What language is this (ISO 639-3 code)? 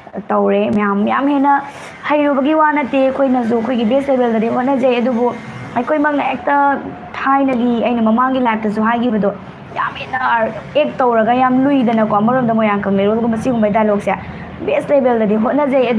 mni